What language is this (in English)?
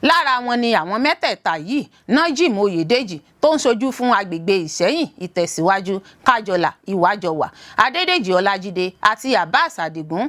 Yoruba